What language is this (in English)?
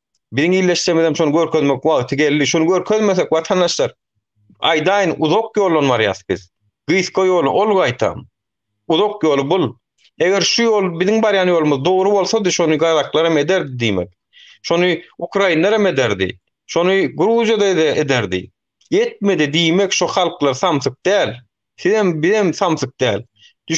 Turkmen